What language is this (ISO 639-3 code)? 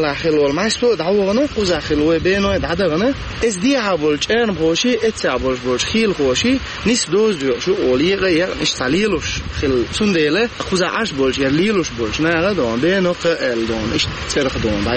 che